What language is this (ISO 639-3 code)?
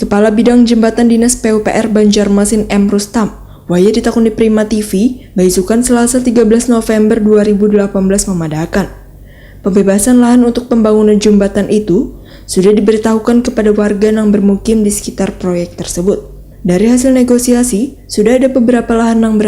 bjn